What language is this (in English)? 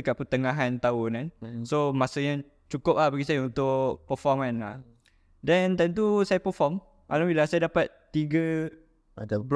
Malay